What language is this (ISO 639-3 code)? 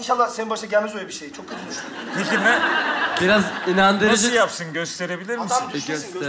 tur